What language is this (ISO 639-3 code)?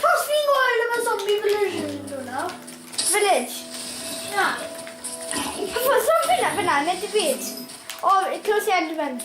cym